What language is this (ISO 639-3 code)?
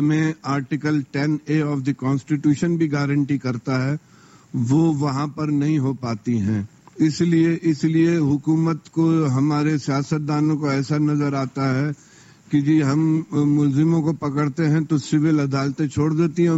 urd